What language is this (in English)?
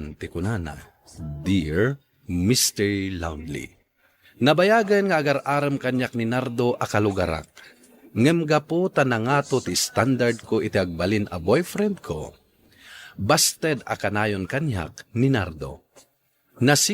Iloko